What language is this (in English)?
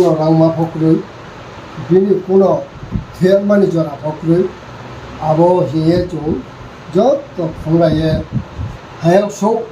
Riang (India)